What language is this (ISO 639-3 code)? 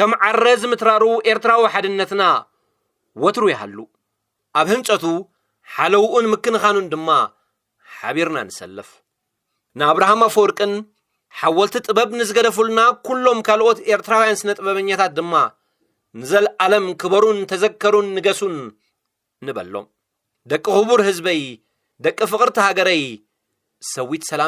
tir